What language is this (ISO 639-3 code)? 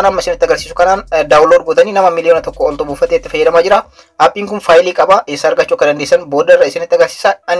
orm